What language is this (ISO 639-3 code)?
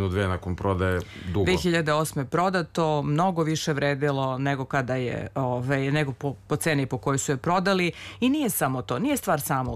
srp